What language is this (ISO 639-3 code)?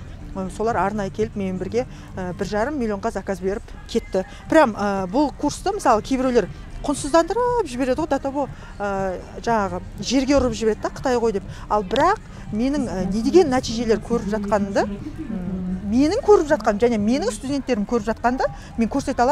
kaz